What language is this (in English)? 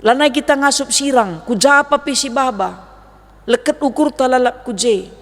Batak Karo